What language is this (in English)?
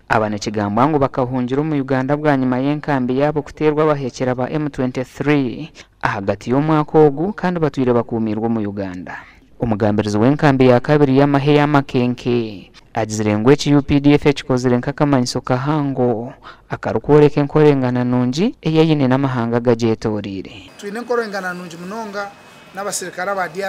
Nyankole